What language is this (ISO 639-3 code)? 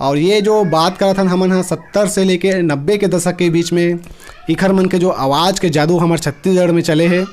hne